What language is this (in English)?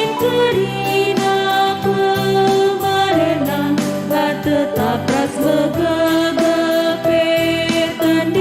Batak Karo